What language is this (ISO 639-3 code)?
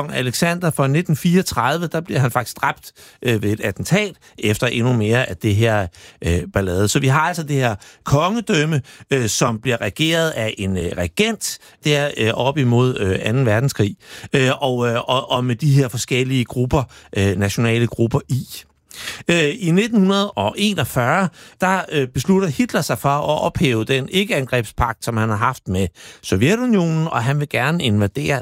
dan